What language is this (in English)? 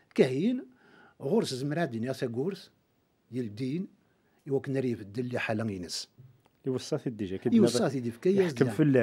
Kabyle